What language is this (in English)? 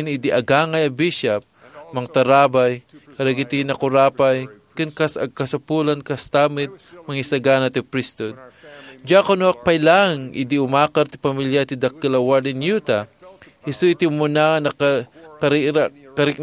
Iloko